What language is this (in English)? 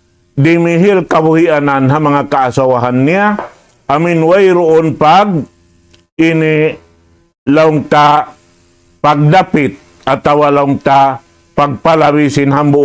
Tausug